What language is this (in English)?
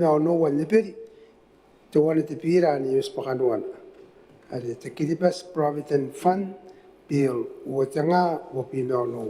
Gilbertese